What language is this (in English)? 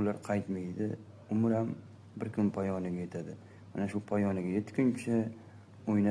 Uzbek